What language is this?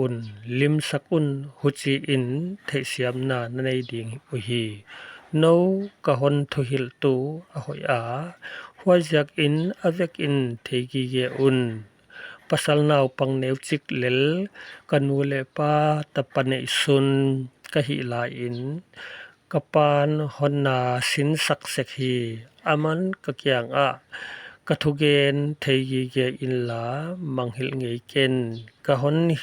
Paite Chin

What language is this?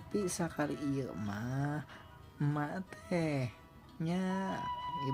Sundanese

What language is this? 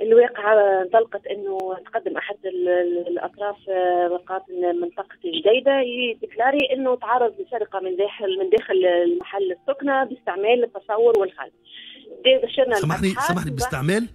Tunisian Arabic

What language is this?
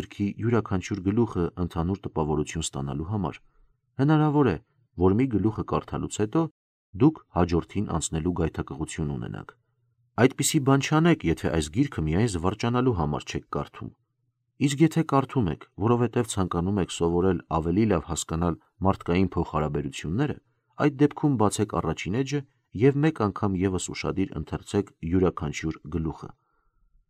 Armenian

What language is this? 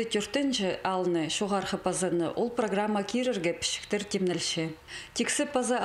Khakas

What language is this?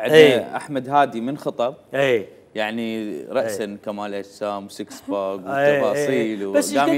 Mesopotamian Arabic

